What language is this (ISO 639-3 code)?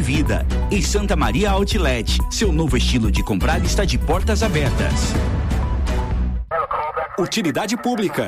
por